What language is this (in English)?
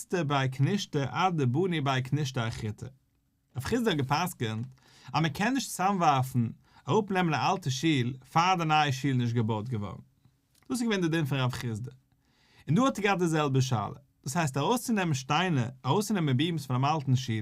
Yiddish